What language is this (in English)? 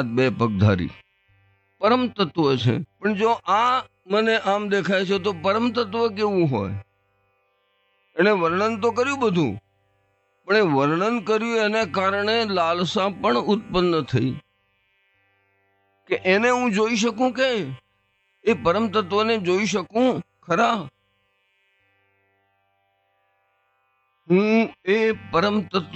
Gujarati